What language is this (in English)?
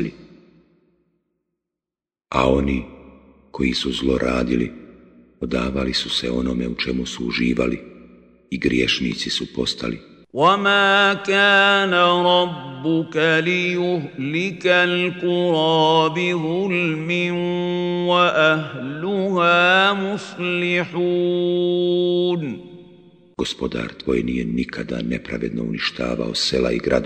Bosnian